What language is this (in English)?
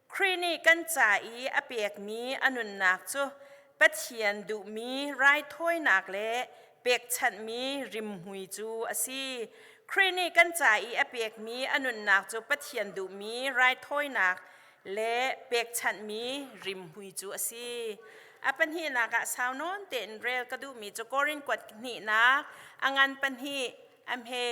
Hakha Chin